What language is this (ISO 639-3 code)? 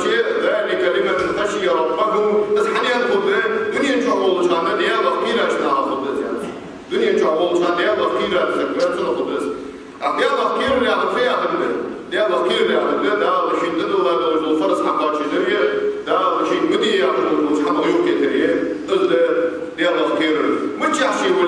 inh